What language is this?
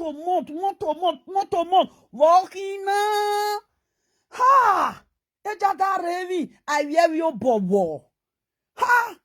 Nigerian Pidgin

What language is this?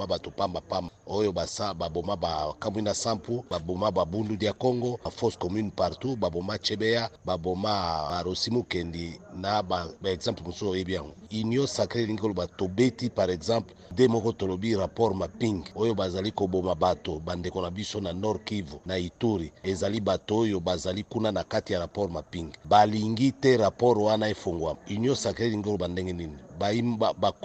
Lingala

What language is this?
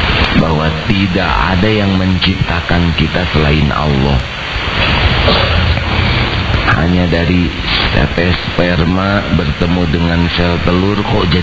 Indonesian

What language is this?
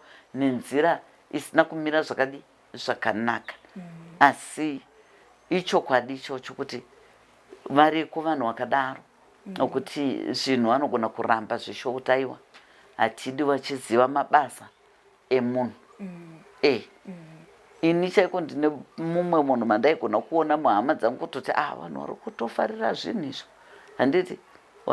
Shona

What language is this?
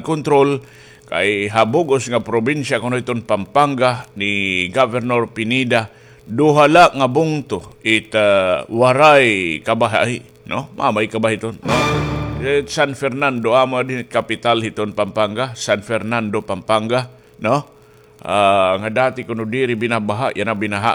Waray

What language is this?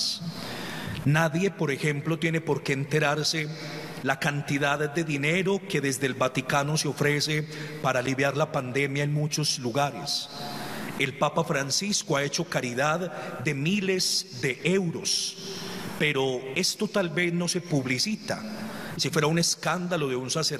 Spanish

